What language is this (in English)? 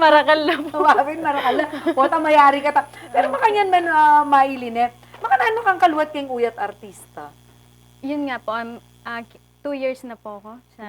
Pampanga